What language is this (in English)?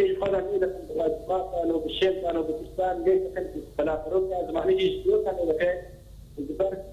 Kurdish